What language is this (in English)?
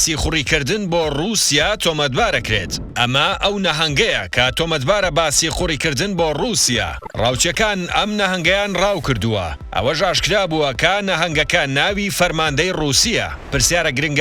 Central Kurdish